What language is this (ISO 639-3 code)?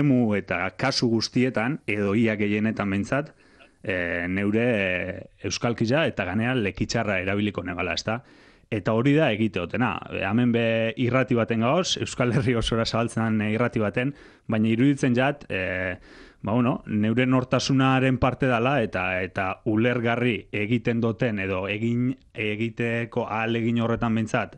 eus